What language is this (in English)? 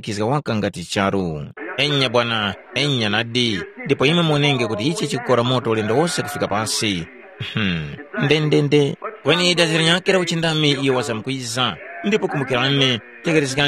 Tumbuka